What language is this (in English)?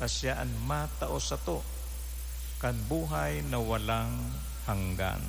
Bikol